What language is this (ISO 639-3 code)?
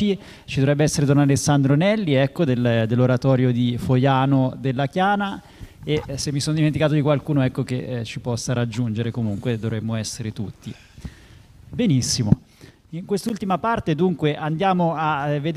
ita